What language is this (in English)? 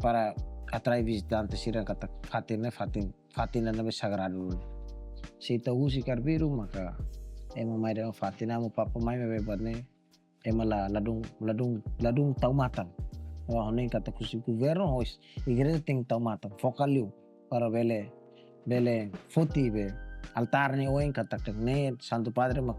Tetum